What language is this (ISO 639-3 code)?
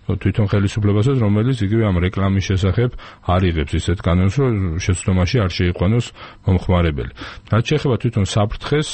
kat